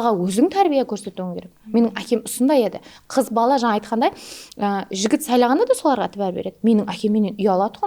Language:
Kara-Kalpak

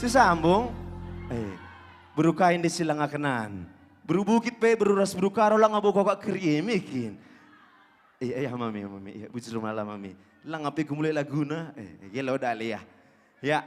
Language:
Batak Karo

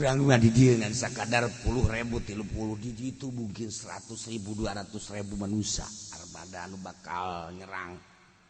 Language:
Sundanese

